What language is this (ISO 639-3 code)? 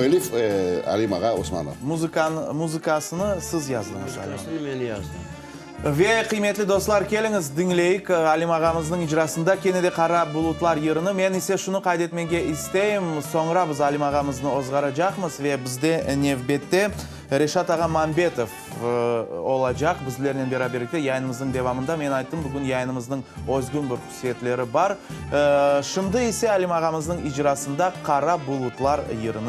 crh